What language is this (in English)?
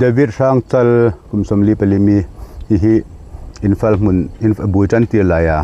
Hmar